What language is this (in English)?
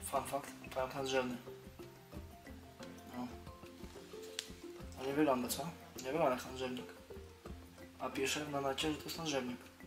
Polish